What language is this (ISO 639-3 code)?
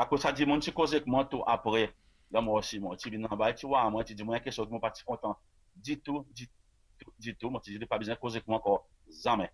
crs